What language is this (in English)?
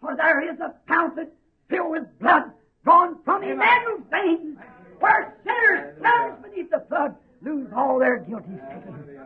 Bemba